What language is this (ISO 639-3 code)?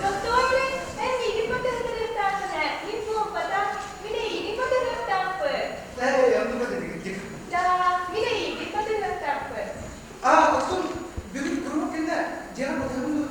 sah